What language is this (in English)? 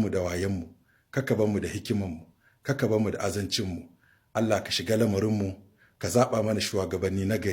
Hausa